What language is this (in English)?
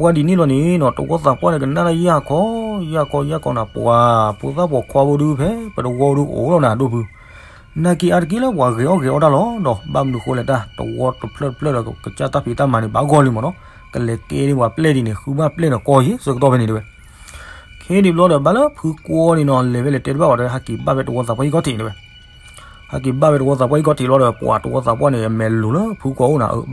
S'gaw Karen